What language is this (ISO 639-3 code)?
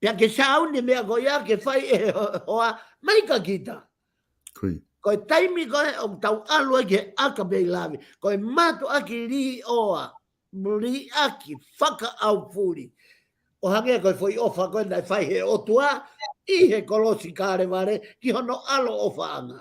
ton